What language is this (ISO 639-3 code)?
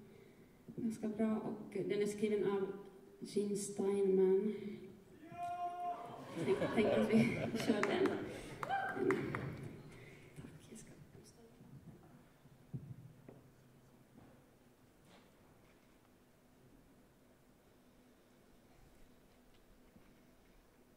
swe